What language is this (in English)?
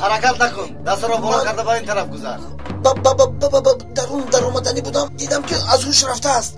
Tajik